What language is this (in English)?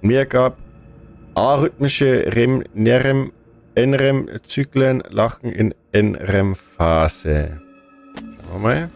Bavarian